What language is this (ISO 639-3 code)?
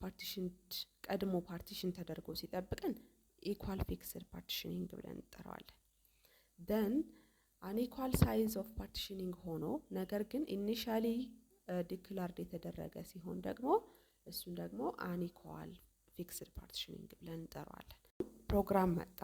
amh